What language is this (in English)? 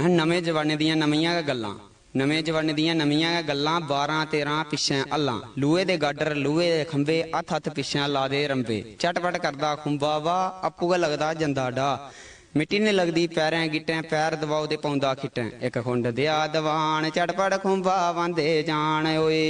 Dogri